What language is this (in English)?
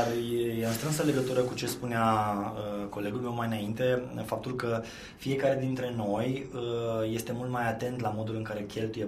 Romanian